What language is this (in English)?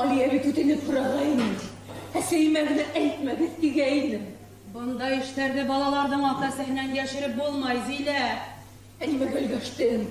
Bashkir